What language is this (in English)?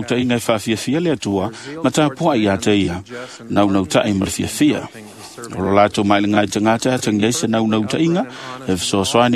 Samoan